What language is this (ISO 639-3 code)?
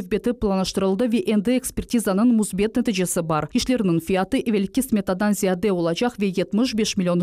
crh